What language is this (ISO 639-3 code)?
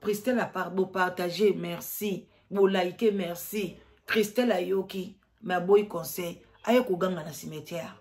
lin